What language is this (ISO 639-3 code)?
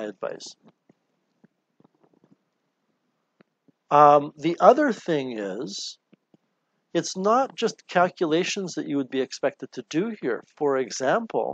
eng